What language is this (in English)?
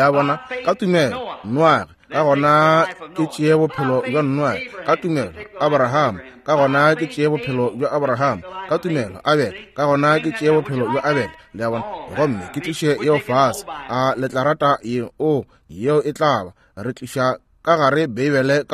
Northern Sotho